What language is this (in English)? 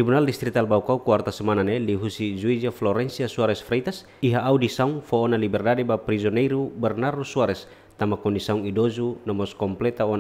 Tetum